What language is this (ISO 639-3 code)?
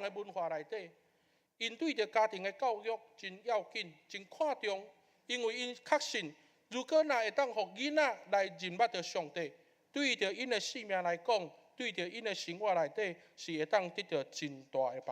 nan